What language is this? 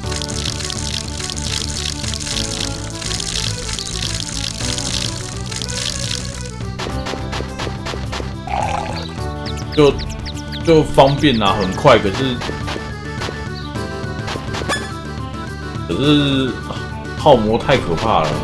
Chinese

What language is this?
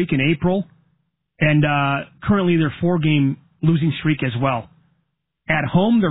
English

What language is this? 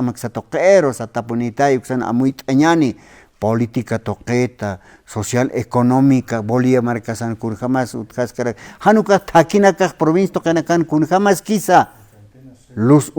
Aymara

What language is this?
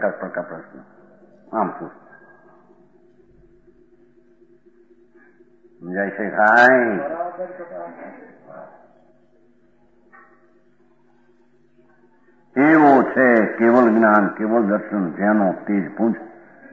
Gujarati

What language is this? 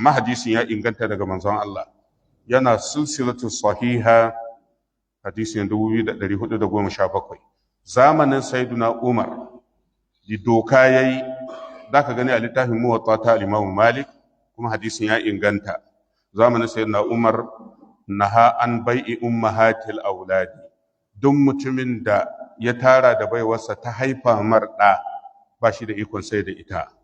Hausa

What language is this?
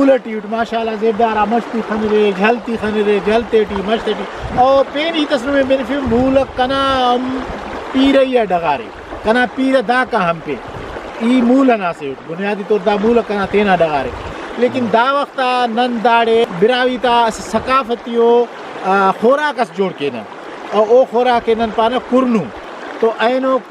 Brahui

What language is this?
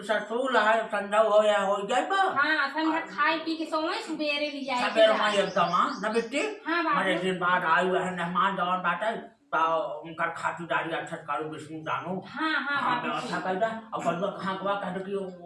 Awadhi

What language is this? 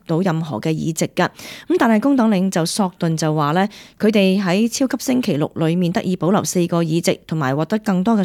Cantonese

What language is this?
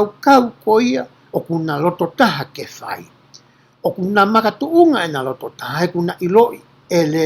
Tongan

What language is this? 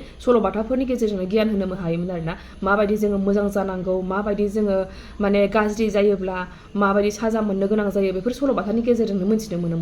Bodo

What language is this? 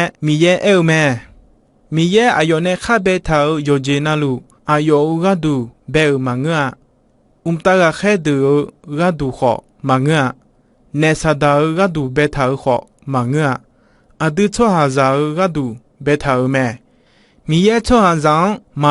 Akha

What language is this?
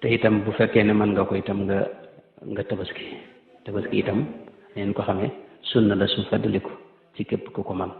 Wolof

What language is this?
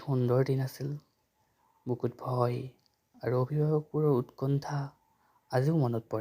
Assamese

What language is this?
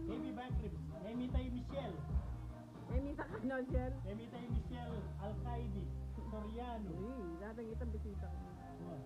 Pampanga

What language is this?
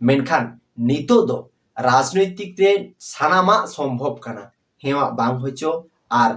Santali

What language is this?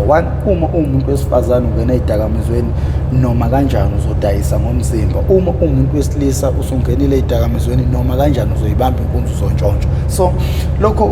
Zulu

